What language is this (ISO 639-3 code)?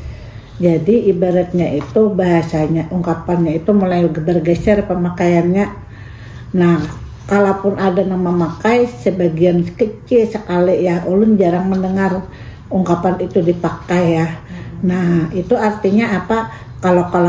bjn